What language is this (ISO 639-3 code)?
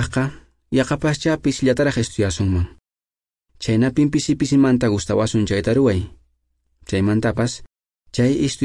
que